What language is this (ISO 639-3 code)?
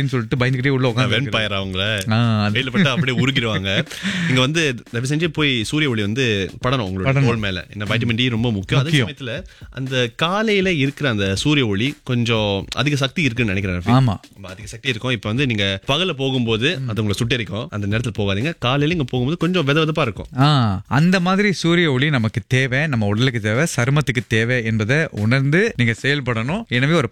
tam